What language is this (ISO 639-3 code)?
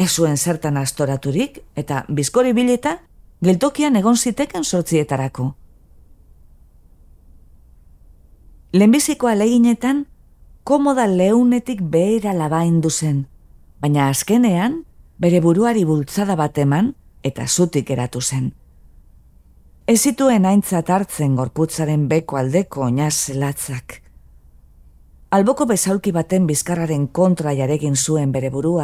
eus